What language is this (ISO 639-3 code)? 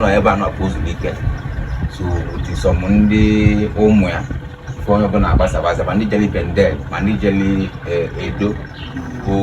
ibo